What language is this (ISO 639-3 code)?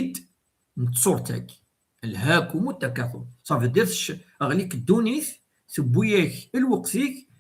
kab